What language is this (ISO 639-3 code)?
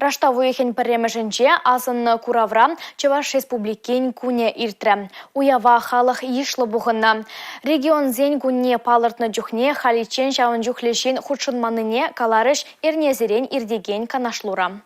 chv